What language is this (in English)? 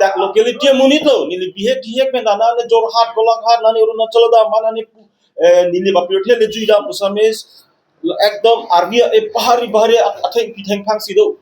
Karbi